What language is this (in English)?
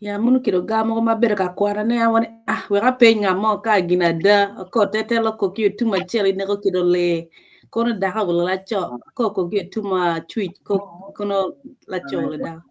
Acoli